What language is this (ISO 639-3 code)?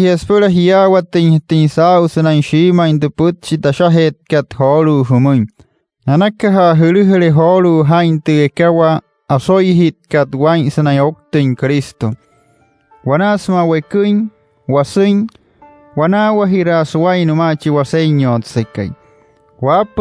guc